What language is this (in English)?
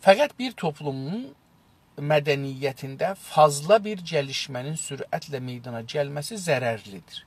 South Azerbaijani